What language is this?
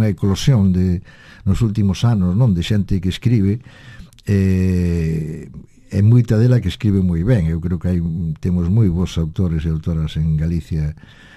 Galician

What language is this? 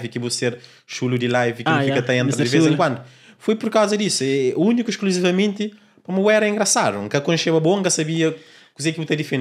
Kabuverdianu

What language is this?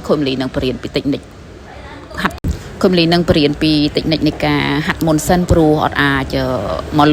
Khmer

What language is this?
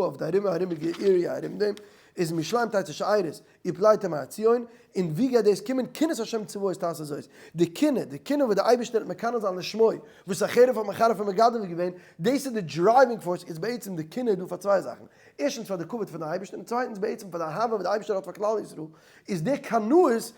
Yiddish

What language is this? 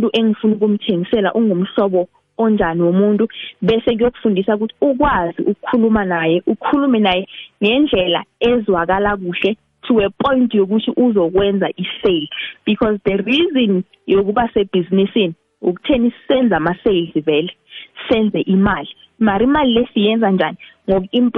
South Ndebele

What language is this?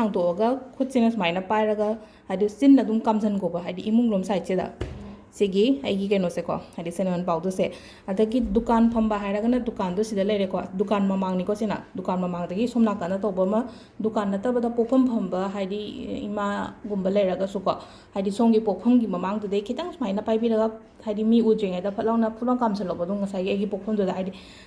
Manipuri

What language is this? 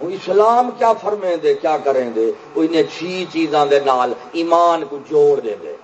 Saraiki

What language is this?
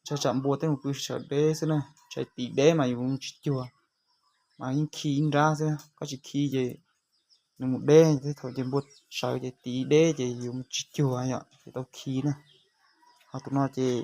Hmong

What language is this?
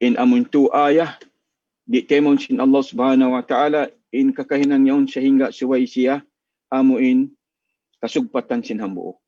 Tausug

